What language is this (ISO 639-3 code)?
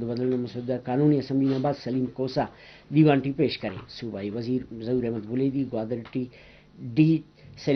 brh